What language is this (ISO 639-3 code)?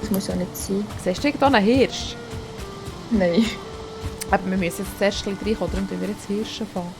gsw